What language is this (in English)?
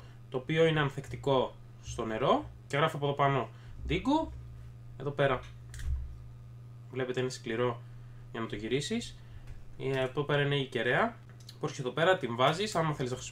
Greek